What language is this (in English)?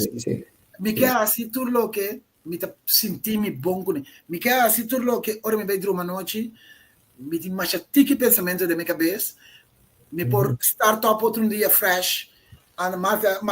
Papiamento